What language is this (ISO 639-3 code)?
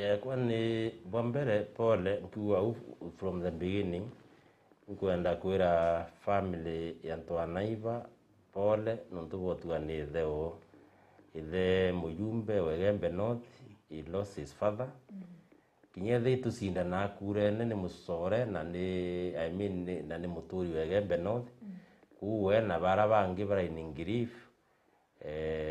mer